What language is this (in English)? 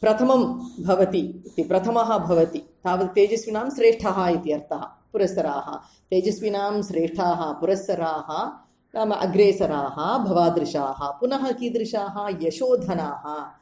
Sanskrit